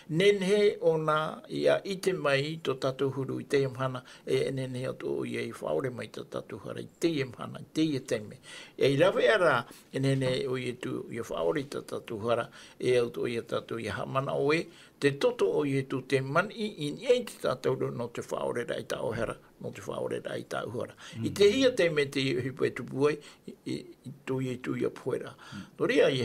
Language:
Tahitian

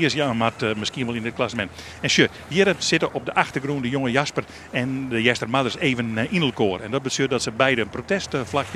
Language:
Western Frisian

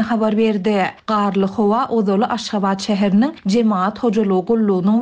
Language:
Turkmen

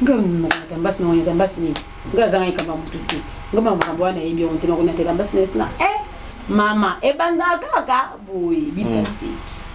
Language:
Lingala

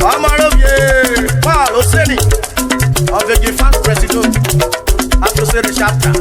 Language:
Urhobo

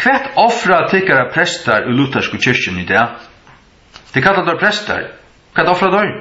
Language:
Faroese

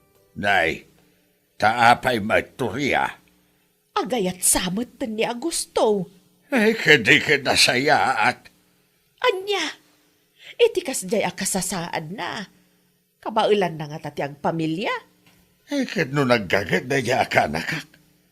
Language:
Iloko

